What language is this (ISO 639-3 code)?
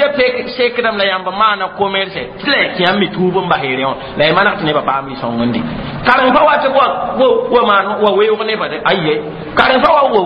mos